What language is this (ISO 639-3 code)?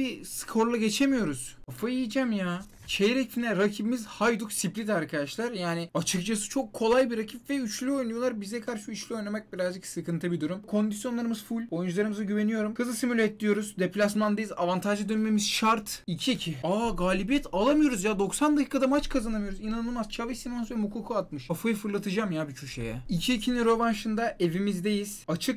tur